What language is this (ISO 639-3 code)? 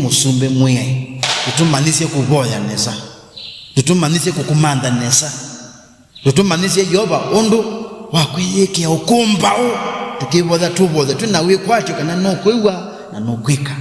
kam